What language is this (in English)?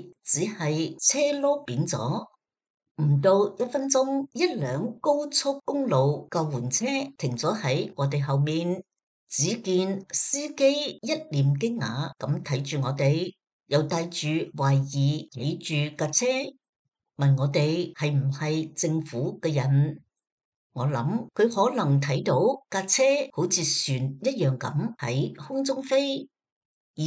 Cantonese